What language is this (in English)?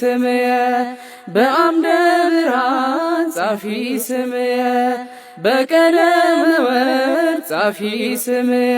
Amharic